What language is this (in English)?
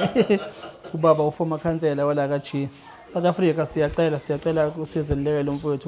Zulu